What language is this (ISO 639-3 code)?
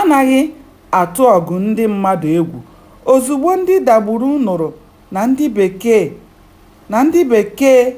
ibo